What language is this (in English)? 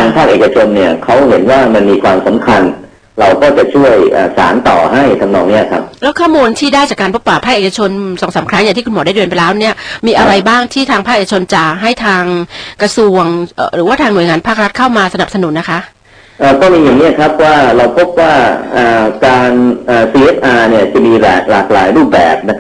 Thai